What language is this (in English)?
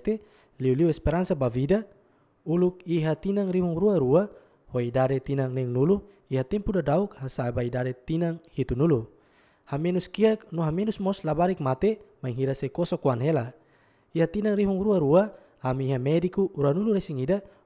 Tetum